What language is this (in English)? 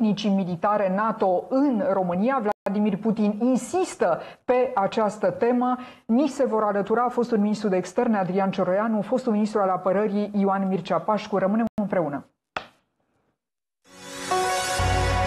Romanian